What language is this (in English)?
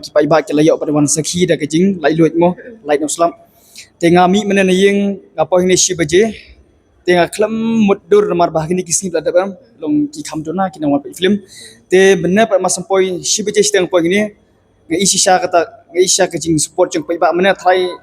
Khasi